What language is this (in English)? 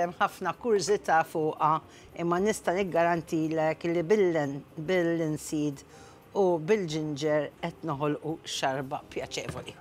Maltese